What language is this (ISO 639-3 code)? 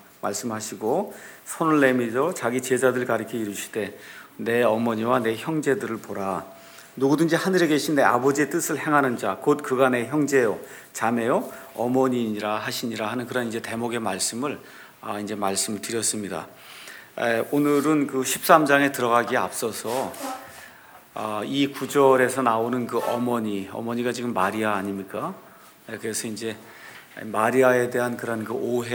kor